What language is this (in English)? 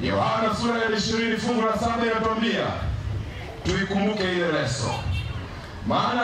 Swahili